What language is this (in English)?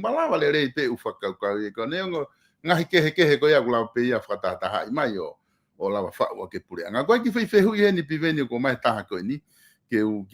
Tongan